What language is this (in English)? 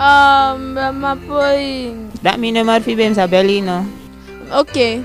Eastern Maroon Creole